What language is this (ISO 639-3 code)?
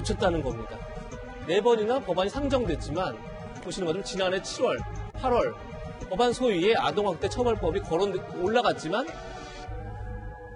kor